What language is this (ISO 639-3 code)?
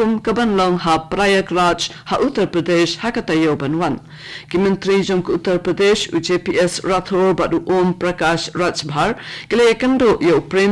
kha